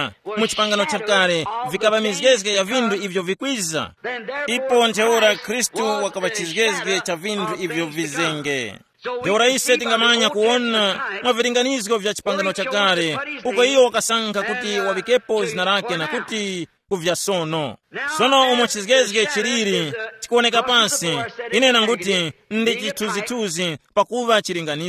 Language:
Tumbuka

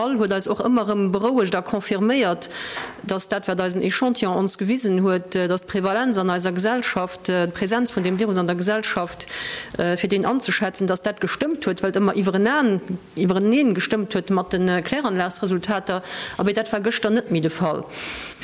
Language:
Luxembourgish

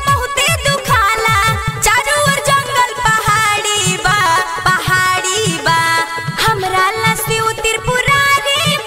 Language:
Bhojpuri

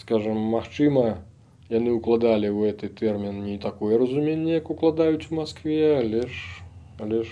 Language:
Belarusian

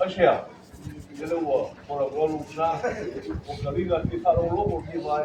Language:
Samoan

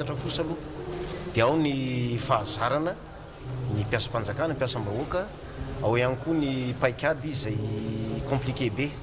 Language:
Malagasy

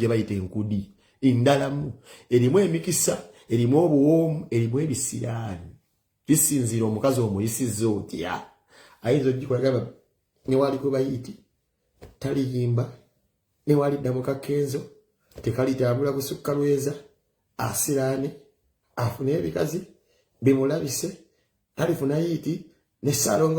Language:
Ganda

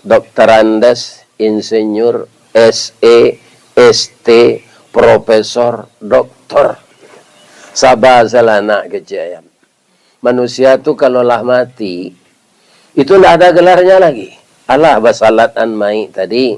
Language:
Minangkabau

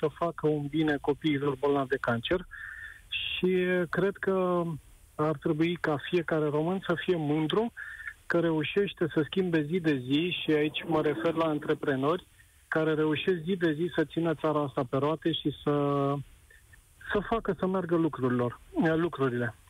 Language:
Romanian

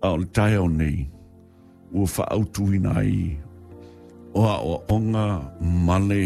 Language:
Samoan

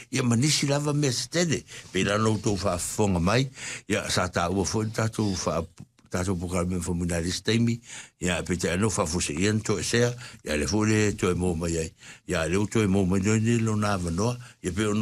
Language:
Samoan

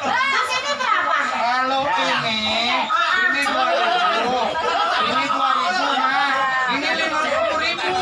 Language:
Betawi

